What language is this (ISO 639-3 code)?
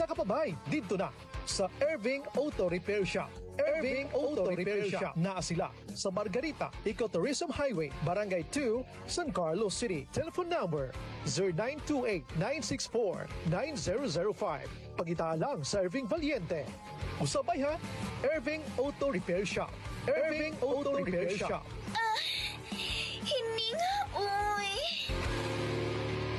ceb